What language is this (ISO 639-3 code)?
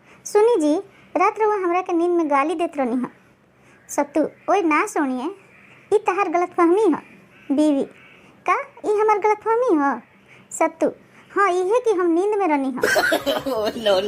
bho